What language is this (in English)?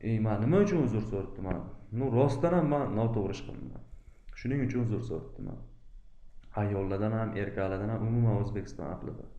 Uzbek